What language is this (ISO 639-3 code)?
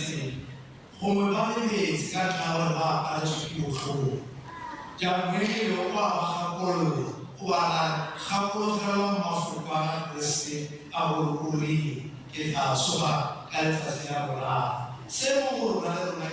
tsn